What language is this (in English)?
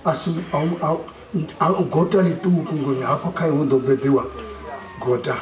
Venda